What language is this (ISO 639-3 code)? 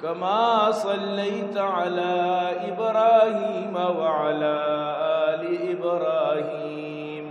bgp